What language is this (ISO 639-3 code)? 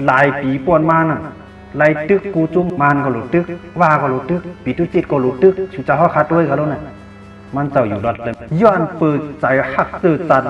shn